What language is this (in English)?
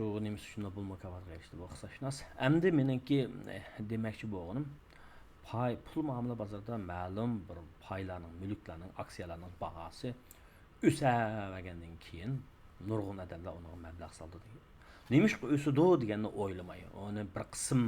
Uyghur